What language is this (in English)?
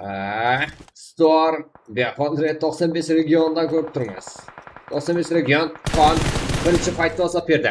Kara-Kalpak